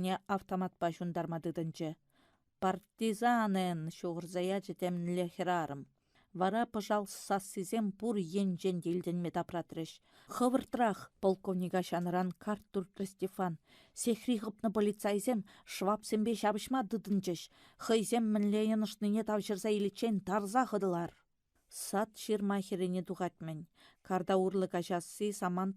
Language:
Chuvash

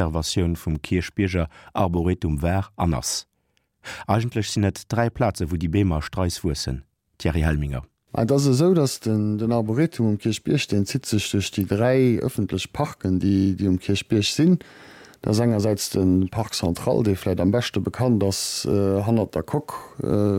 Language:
Luxembourgish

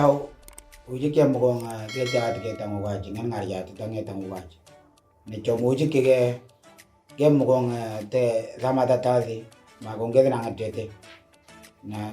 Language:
Moro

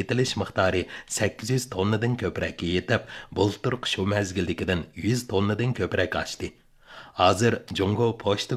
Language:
Uyghur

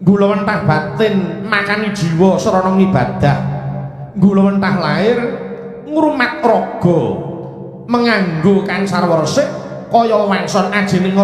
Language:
Javanese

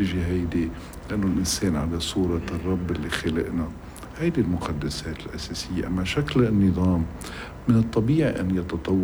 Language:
North Levantine Arabic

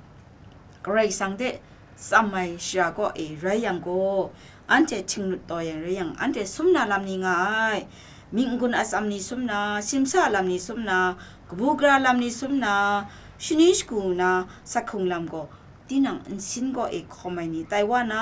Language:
Kachin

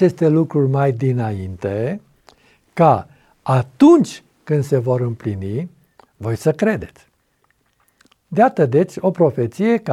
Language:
Romanian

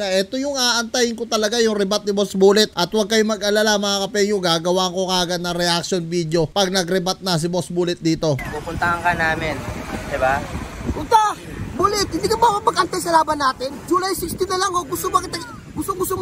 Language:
Filipino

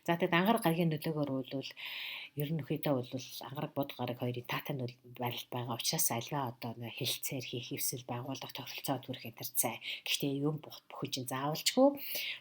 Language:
Mongolian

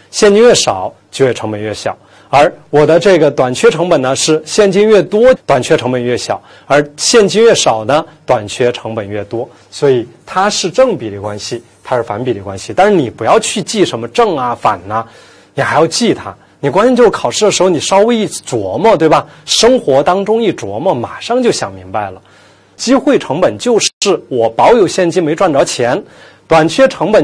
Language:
Chinese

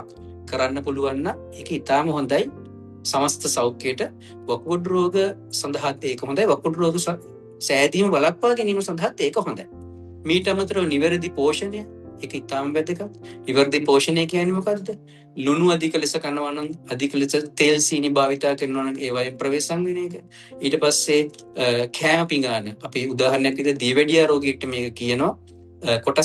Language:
Sinhala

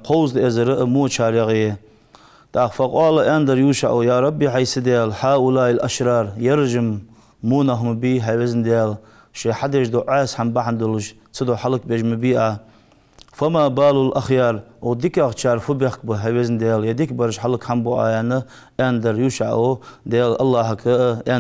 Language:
Ingush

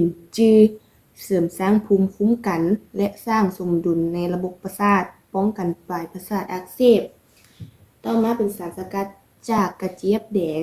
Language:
Lao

